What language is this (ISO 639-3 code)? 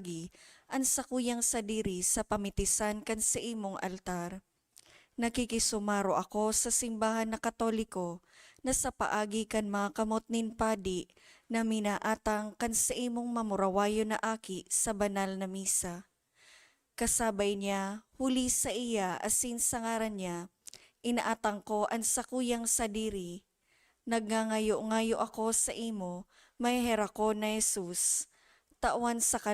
bik